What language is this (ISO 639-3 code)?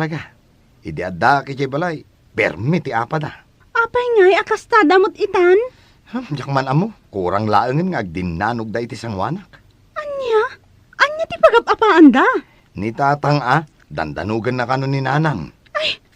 ilo